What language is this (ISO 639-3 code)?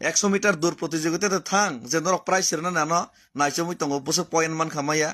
trp